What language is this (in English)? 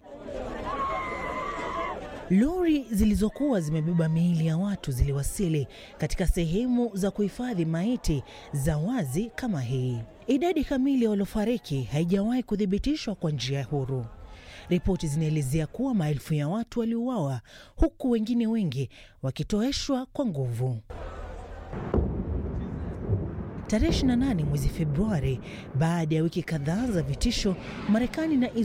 Swahili